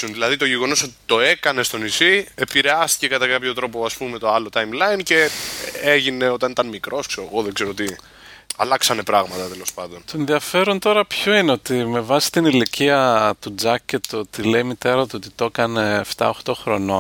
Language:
Greek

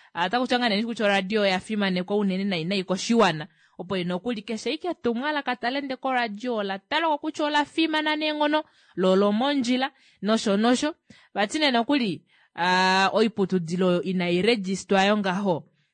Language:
Kuanyama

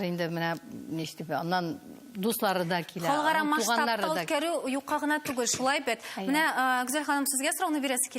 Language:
Tatar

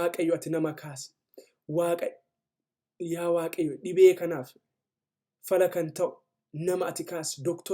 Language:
Oromo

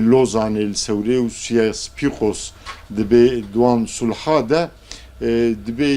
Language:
Kurdish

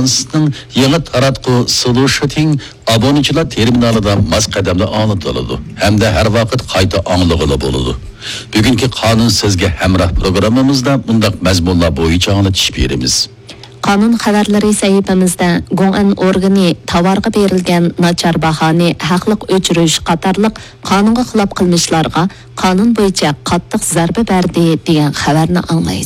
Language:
Uyghur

